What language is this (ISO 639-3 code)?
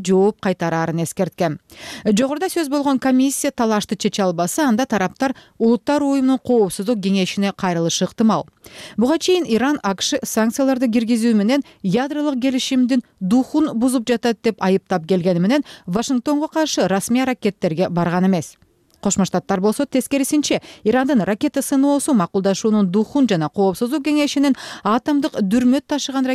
kir